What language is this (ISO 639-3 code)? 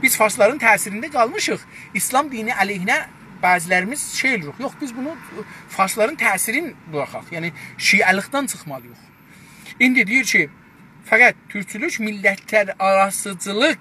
azb